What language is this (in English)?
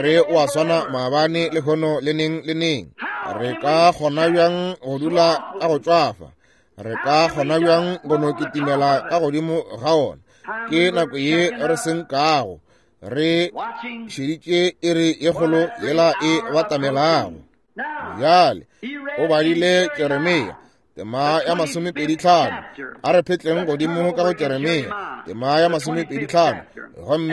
Northern Sotho